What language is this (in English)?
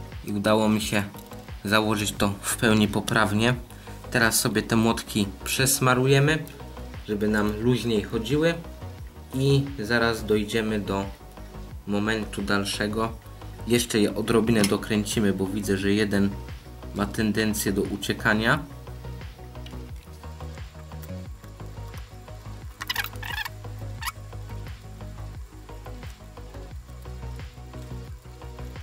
Polish